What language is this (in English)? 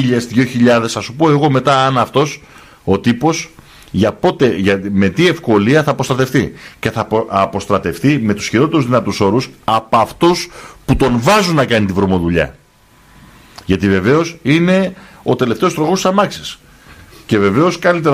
Greek